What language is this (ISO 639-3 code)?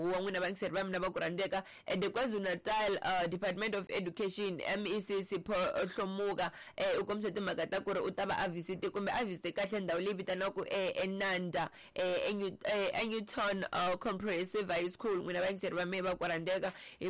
tso